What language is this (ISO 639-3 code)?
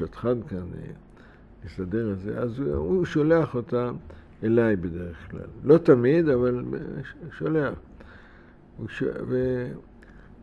heb